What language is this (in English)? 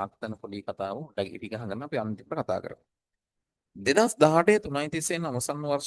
Sinhala